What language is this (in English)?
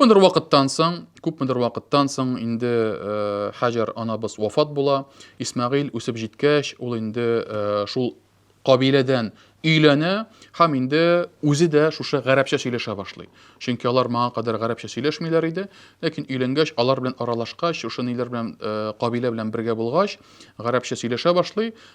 Tatar